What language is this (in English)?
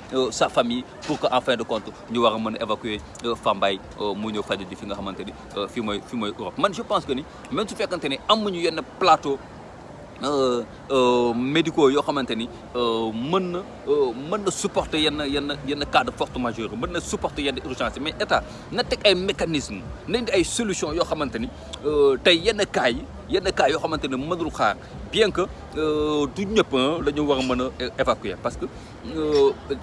Wolof